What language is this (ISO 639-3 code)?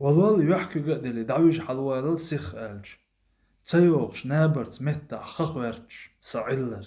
che